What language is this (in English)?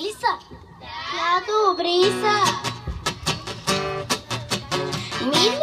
Bulgarian